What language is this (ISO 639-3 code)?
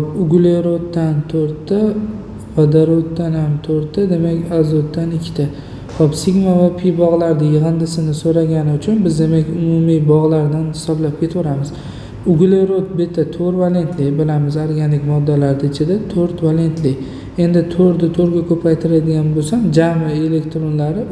uzb